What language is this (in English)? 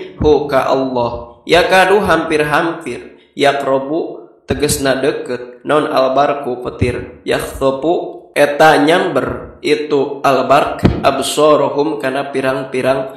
Sundanese